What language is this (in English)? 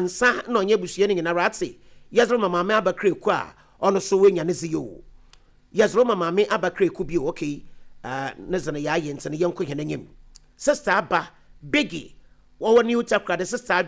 Akan